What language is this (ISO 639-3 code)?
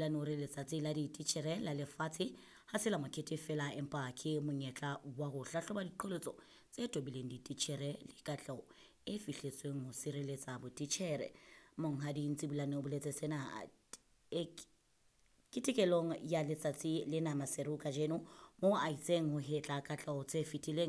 sot